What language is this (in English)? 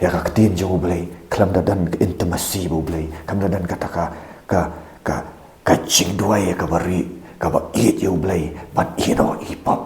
Khasi